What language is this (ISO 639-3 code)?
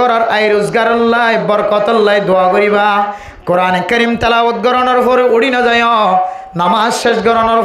rhg